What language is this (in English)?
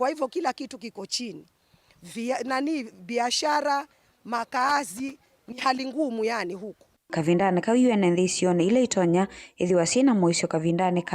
Kamba